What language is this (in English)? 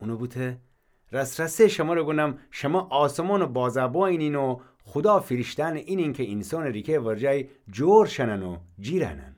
Gilaki